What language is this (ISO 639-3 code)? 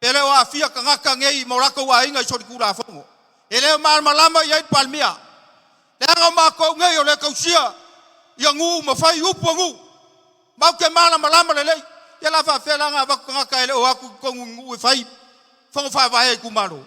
smo